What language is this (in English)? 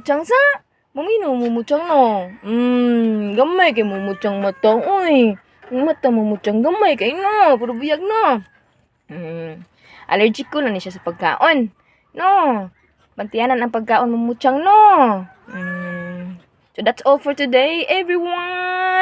Cebuano